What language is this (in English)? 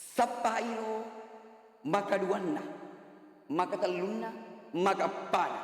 Buginese